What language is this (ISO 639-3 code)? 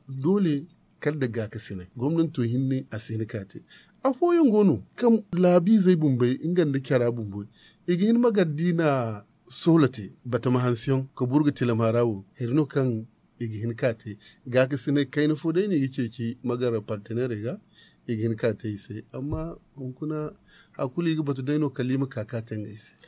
dje